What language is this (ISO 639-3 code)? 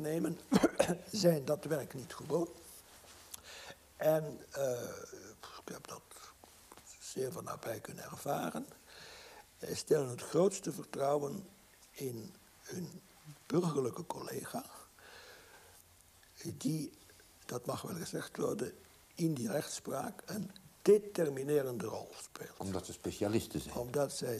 nld